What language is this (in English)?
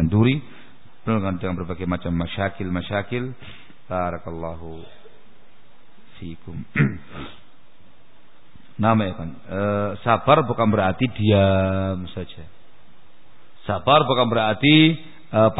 Indonesian